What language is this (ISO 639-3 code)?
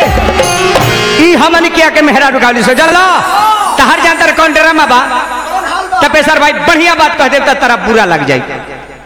bho